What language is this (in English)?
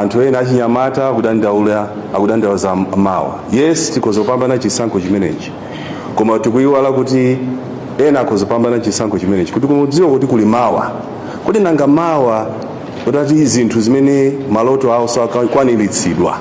Nyanja